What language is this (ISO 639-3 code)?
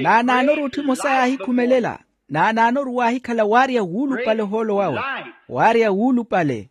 vmw